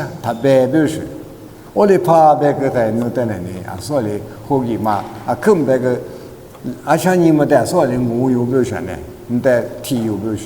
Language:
Lisu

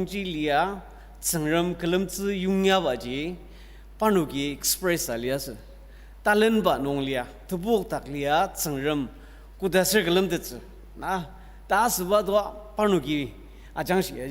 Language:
Ao Naga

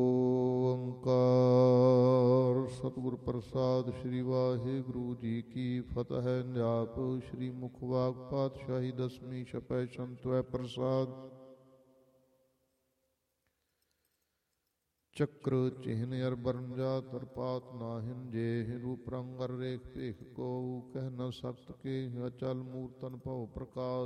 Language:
Punjabi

